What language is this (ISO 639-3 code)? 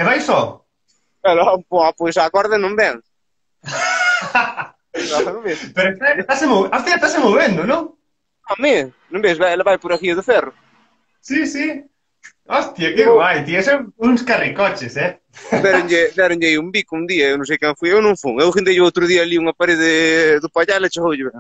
glg